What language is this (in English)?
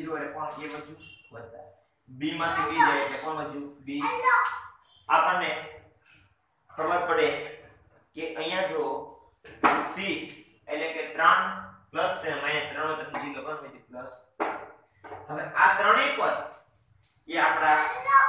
Gujarati